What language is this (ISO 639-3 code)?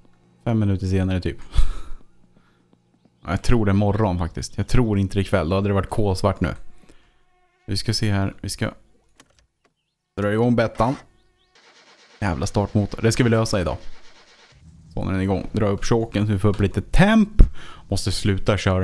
swe